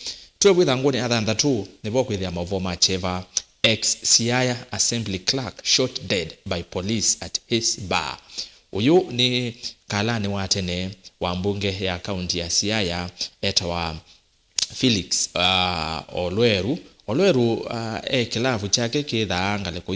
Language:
Kamba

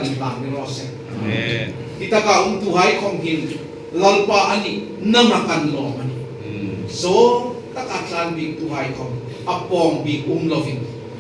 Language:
Hmar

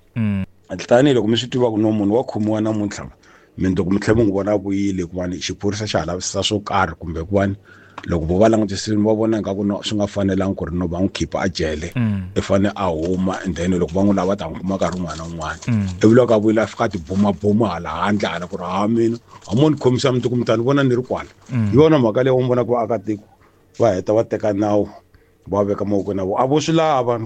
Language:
Tsonga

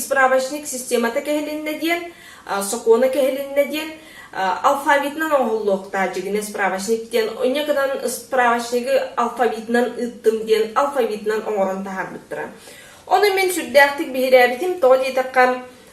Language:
Yakut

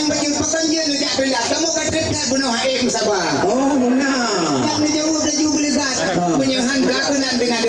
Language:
Achinese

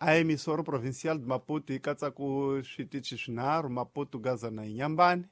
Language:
Tsonga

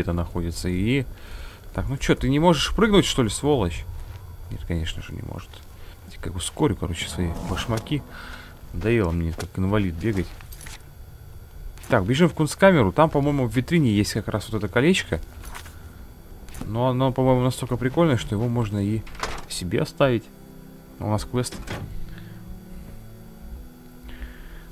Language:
Russian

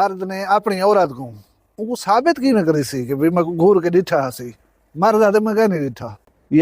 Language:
Saraiki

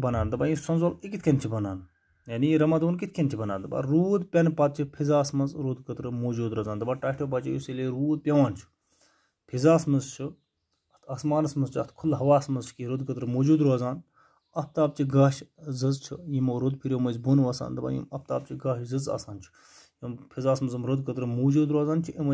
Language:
Kashmiri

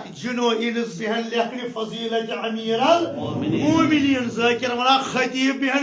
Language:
Kashmiri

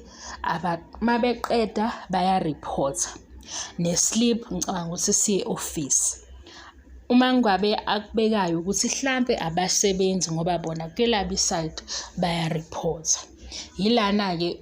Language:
Zulu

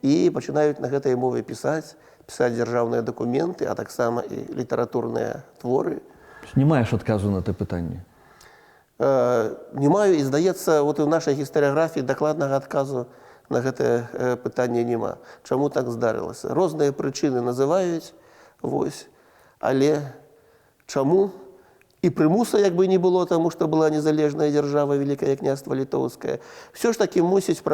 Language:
Belarusian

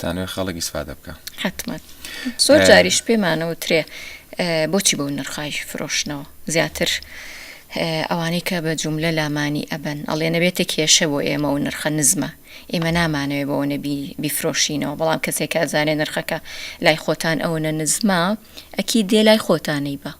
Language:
Central Kurdish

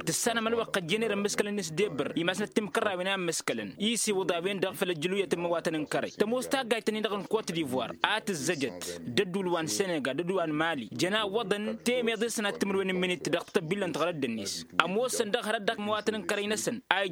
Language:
Tamasheq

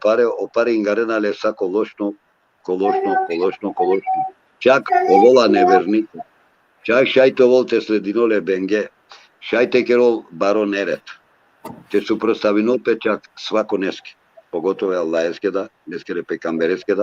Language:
Balkan Romani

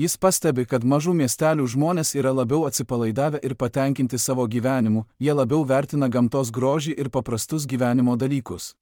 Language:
Lithuanian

